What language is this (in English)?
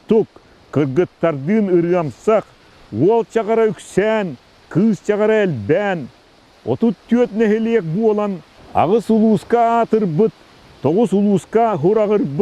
Yakut